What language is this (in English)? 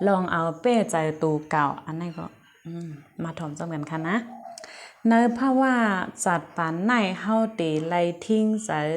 Shan